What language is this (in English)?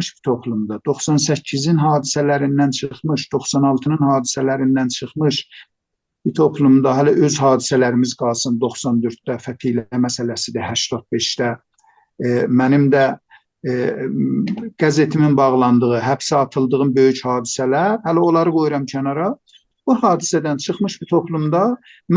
South Azerbaijani